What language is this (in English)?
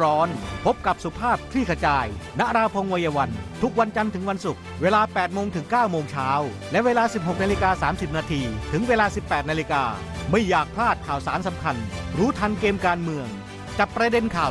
Thai